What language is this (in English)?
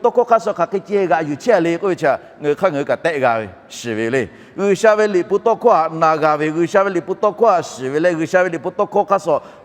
Lahu